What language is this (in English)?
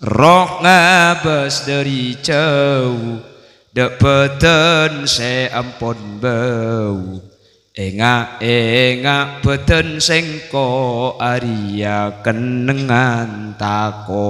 Madurese